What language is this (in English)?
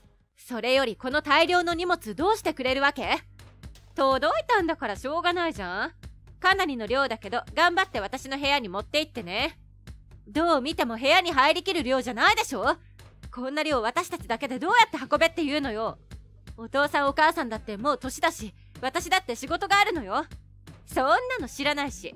Japanese